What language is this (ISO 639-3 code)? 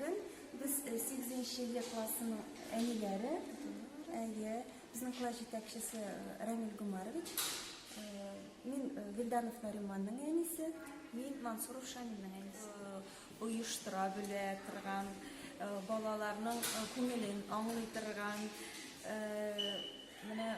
tat